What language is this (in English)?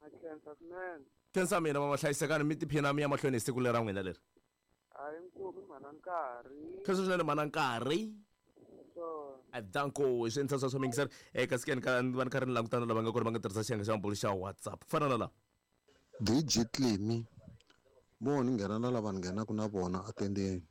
Tsonga